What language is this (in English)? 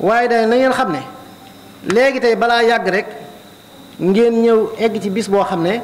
Wolof